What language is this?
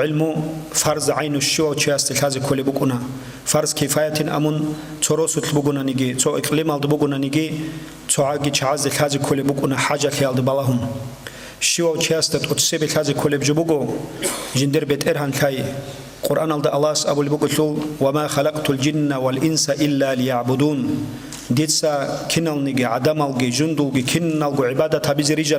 Avaric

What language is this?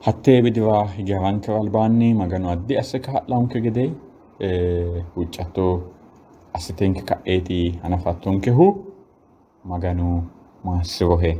Sidamo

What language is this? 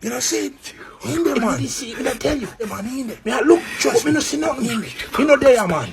Jamaican Creole English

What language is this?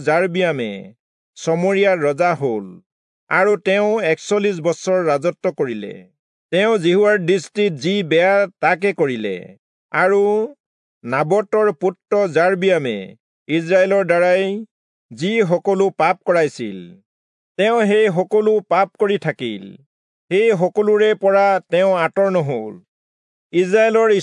Assamese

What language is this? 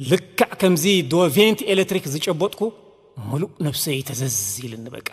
Tigrinya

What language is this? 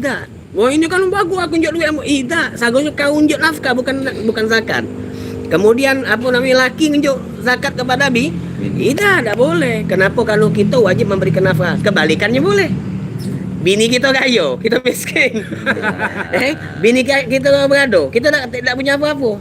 Musi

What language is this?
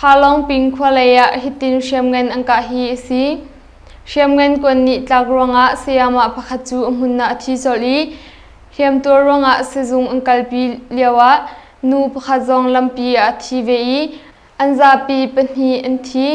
Hakha Chin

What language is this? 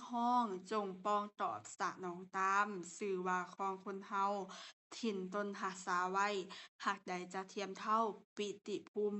Lao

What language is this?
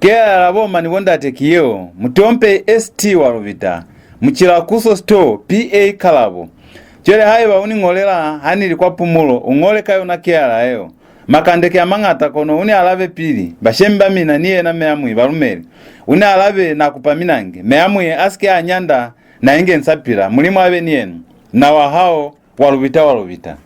Lozi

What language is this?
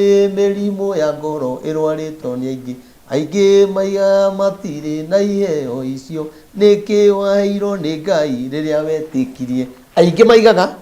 Kikuyu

